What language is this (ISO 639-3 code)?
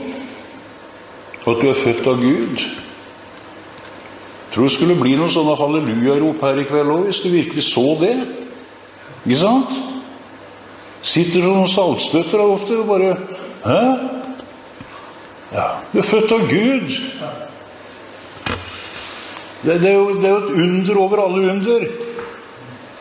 nor